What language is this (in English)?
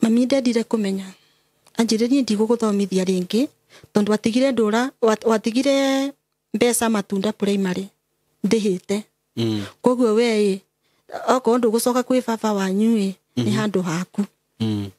Kikuyu